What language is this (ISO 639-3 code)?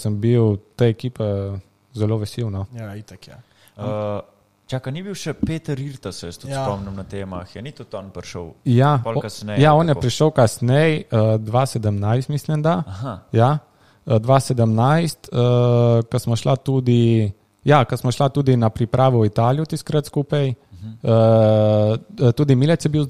slv